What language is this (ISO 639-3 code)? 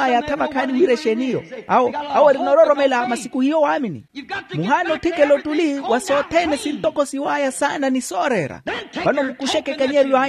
vmw